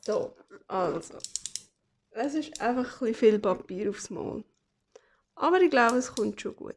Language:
Swiss German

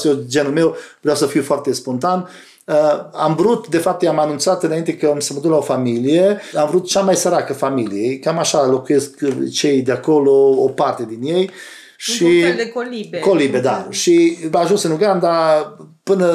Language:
Romanian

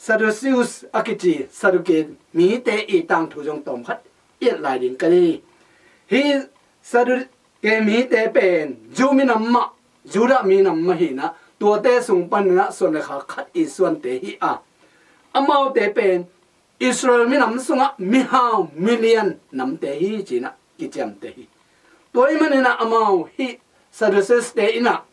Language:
Tedim Chin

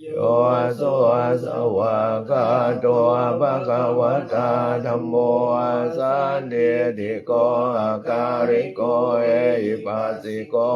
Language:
Pali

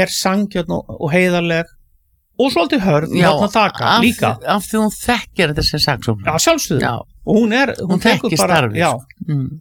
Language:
Icelandic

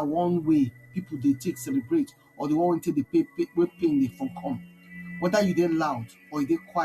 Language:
Nigerian Pidgin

